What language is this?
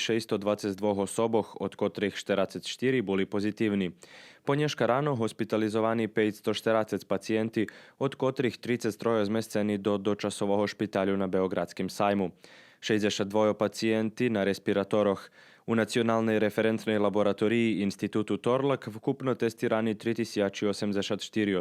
Rusyn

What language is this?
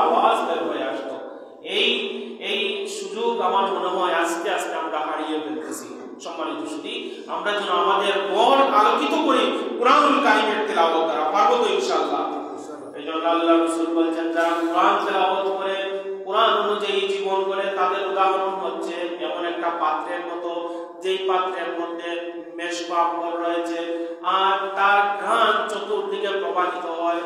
Bangla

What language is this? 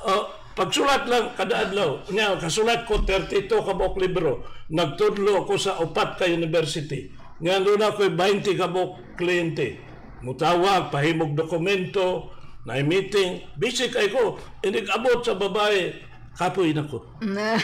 Cebuano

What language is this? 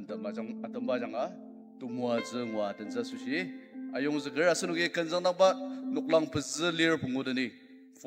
Ao Naga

